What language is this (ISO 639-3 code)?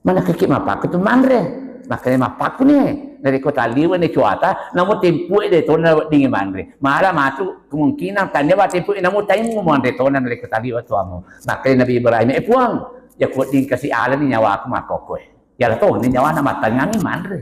bug